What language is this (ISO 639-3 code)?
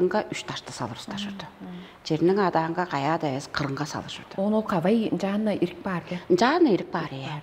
tyv